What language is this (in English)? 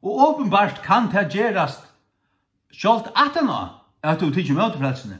Faroese